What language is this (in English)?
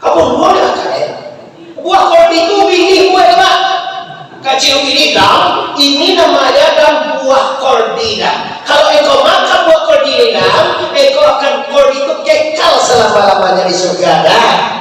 Minangkabau